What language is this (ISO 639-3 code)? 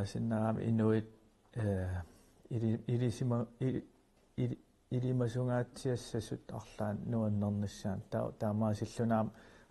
kal